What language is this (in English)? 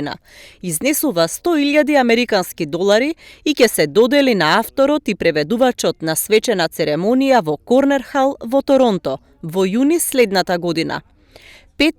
Macedonian